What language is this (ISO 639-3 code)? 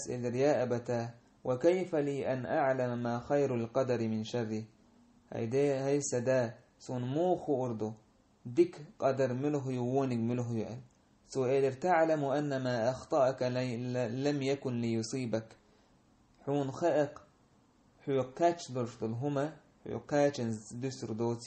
che